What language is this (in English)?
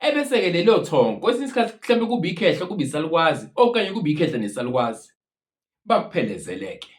Zulu